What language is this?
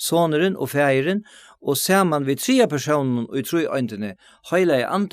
Faroese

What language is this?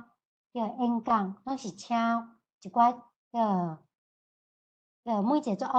Min Nan Chinese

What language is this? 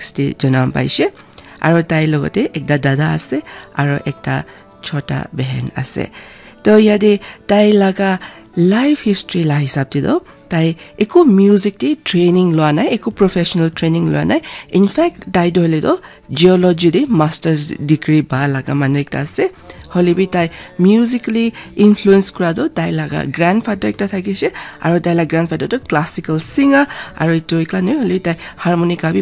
Naga Pidgin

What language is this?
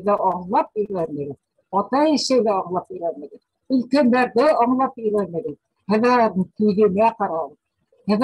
Bashkir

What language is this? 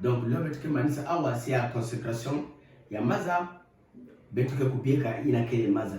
Kituba (Democratic Republic of Congo)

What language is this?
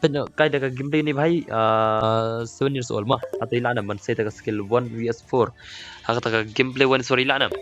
Khasi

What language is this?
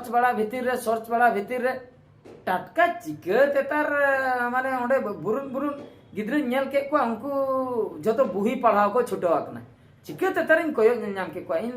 Santali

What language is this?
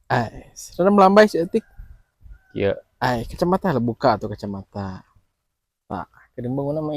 Sundanese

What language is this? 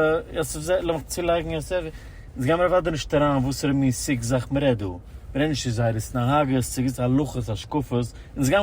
Yiddish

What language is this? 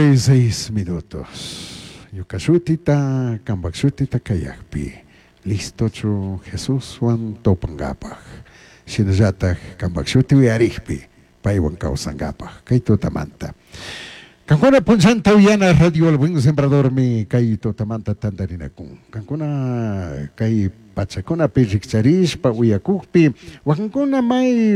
Chimborazo Highland Quichua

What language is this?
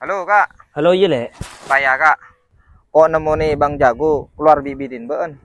Madurese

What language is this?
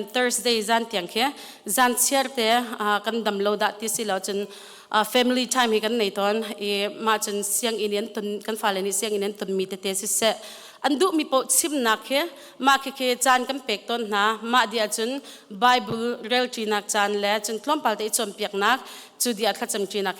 Hakha Chin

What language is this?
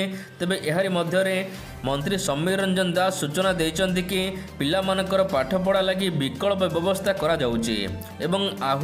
Odia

